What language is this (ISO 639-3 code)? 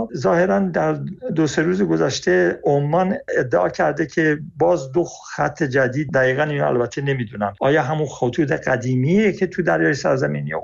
fas